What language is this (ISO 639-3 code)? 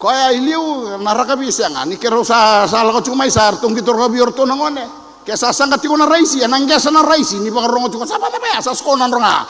fij